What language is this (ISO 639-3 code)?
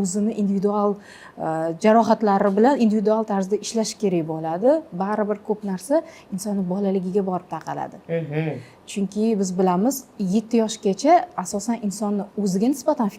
uzb